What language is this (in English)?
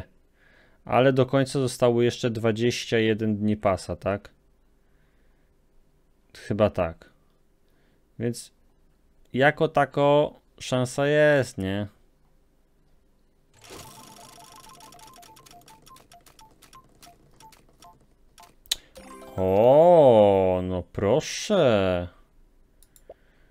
Polish